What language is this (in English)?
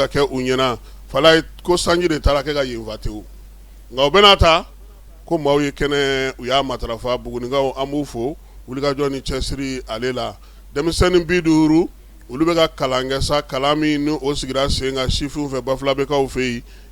Bambara